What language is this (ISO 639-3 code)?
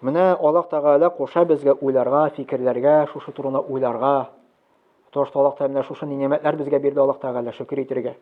tat